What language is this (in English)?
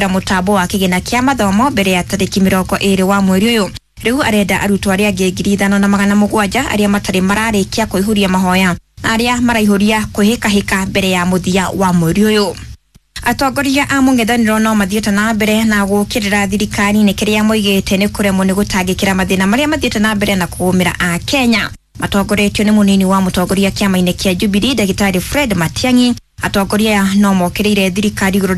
Kikuyu